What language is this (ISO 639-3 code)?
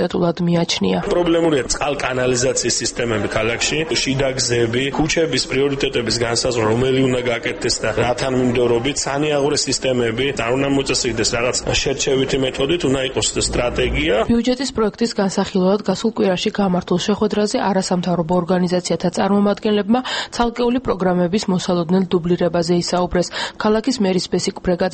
kat